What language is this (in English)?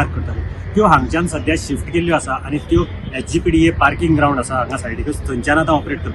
Konkani